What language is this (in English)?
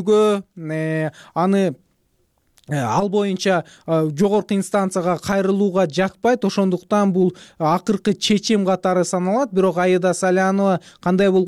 Kyrgyz